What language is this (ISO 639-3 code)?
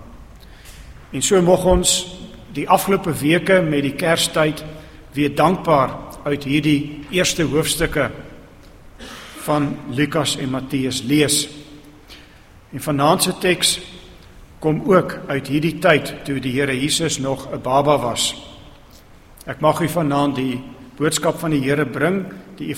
afr